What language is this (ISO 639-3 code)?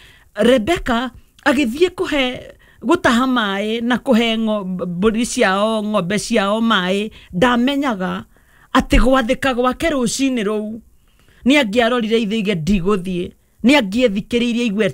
kik